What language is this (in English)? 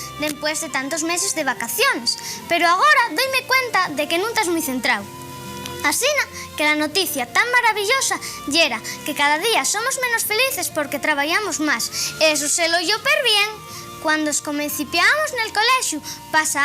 Asturian